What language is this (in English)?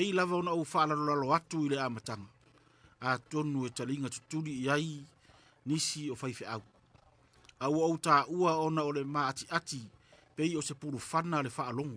Samoan